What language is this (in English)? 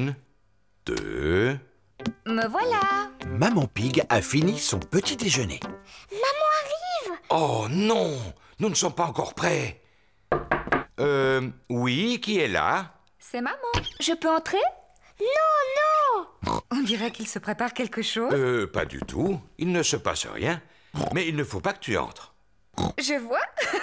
French